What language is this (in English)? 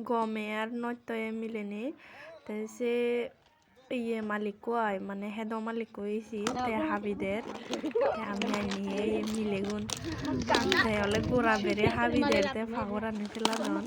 Chakma